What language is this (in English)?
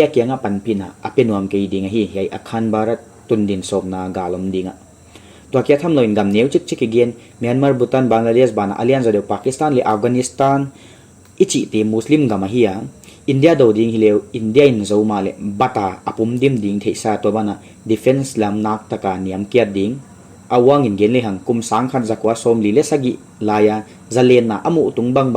Paite Chin